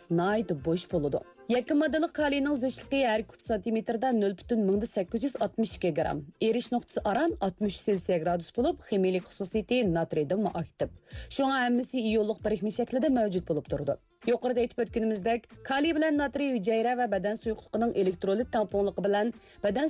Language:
Uyghur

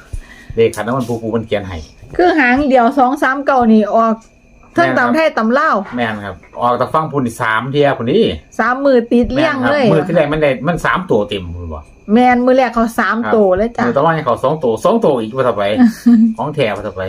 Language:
Northeastern Thai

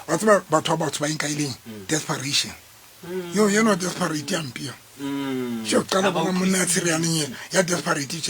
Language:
Southern Sotho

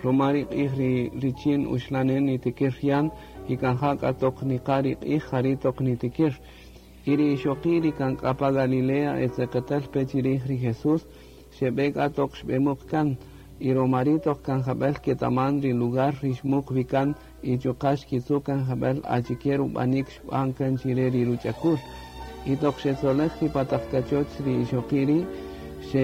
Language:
Kaqchikel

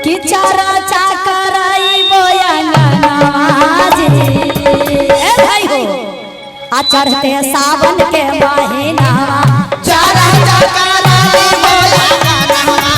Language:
Magahi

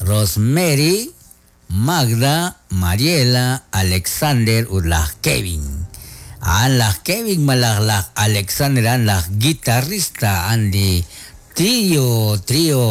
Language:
Kekchí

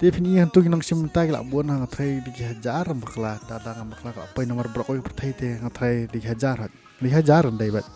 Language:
Khasi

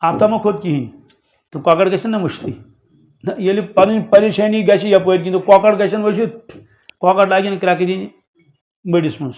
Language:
Kashmiri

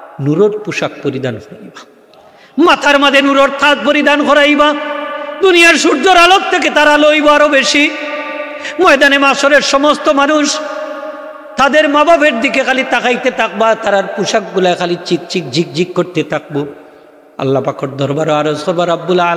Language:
Sylheti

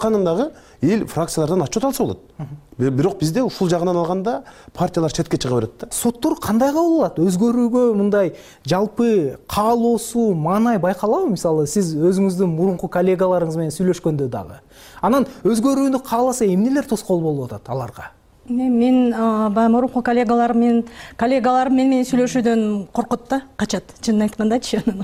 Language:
Kyrgyz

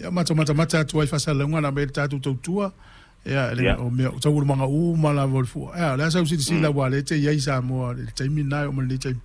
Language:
Samoan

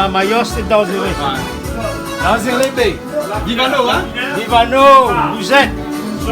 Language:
Réunion Creole French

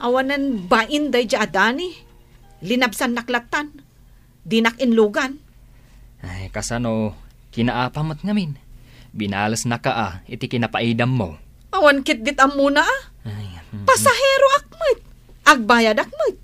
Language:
Iloko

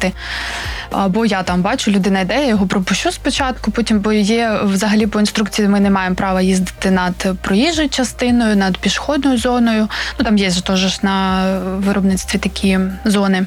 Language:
Ukrainian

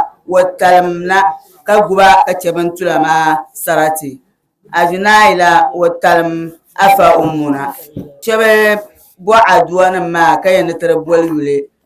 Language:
Dagbani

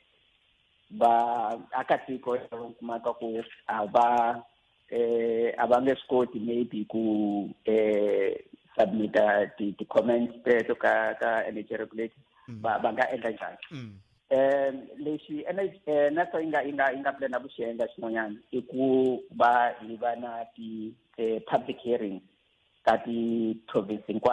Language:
Tsonga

